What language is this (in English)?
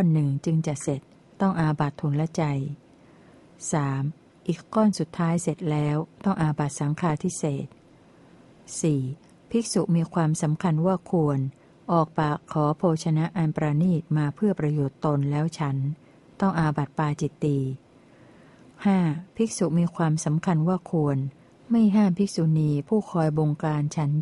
Thai